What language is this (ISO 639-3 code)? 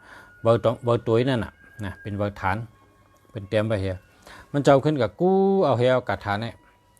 shn